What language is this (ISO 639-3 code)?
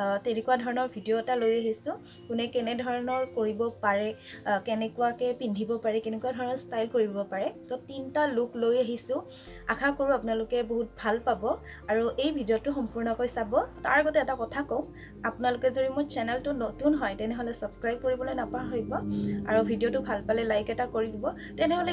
asm